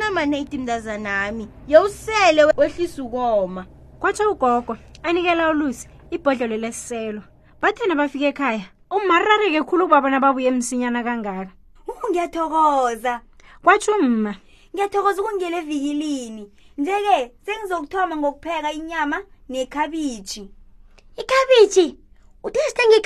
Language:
South Ndebele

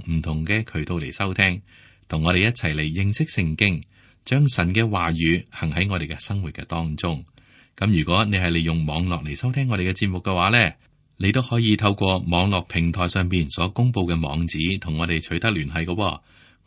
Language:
Cantonese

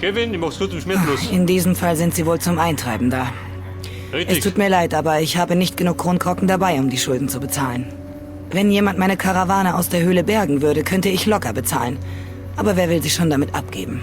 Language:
Bavarian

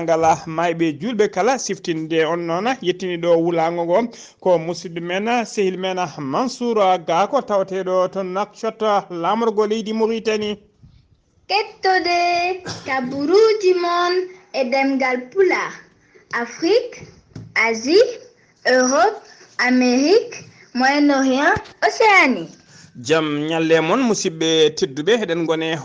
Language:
Fula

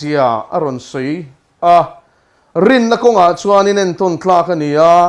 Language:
Mizo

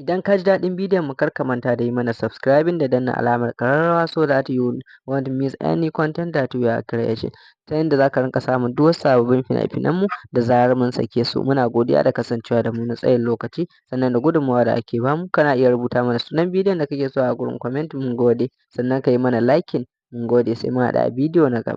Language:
Hausa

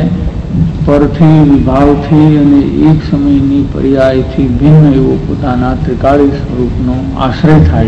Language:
Gujarati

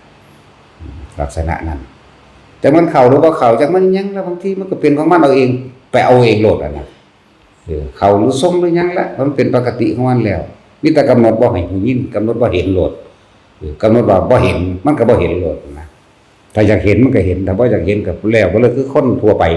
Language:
Northeastern Thai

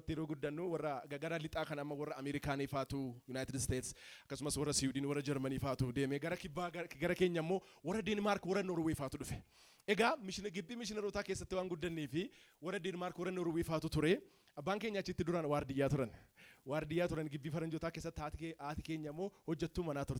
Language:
Oromo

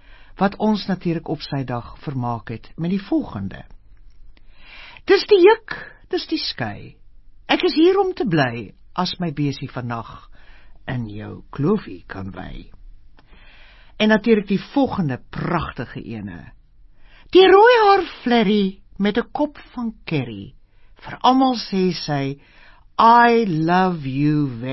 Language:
Afrikaans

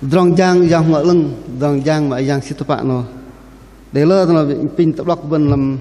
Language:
Bahnar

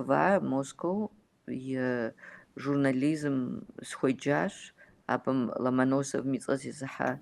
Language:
Kabardian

